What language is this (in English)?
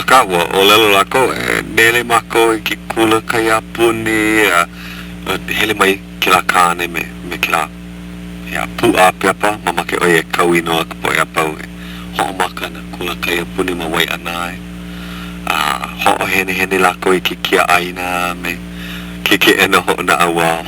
Hawaiian